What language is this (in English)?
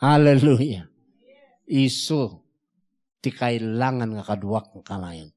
Iloko